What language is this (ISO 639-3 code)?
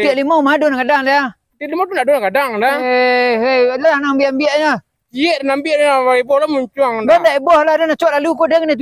min